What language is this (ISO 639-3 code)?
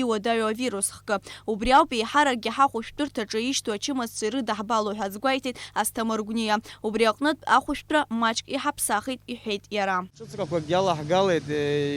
abk